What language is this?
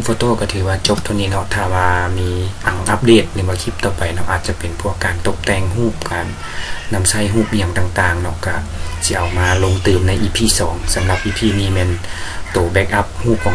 Lao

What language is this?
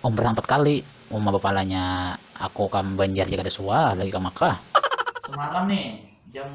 Banjar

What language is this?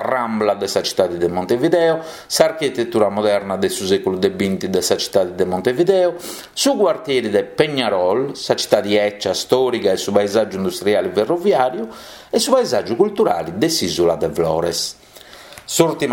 Sardinian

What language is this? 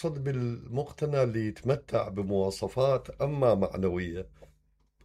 Mesopotamian Arabic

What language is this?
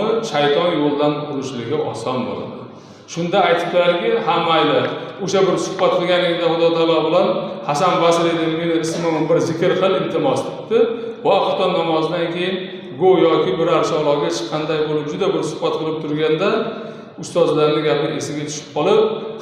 Uzbek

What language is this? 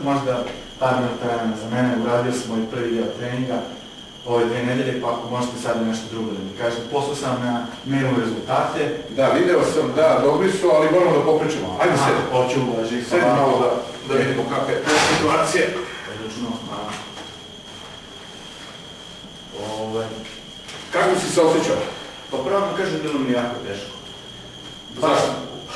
Serbian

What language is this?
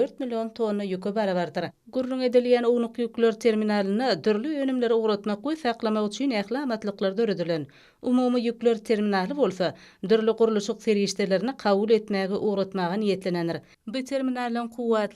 Turkmen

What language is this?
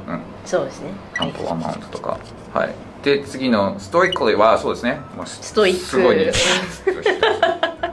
Japanese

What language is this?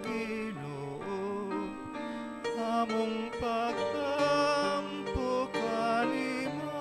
Cebuano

